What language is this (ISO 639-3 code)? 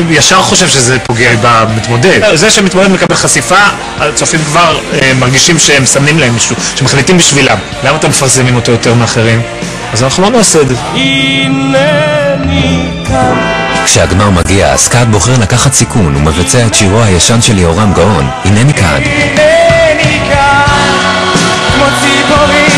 heb